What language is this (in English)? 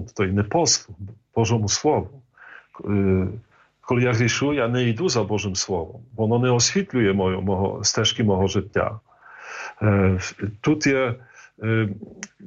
Ukrainian